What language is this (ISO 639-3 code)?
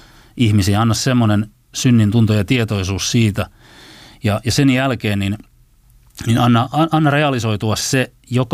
fin